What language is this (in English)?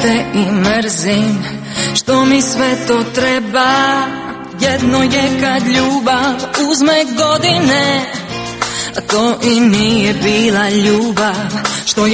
Croatian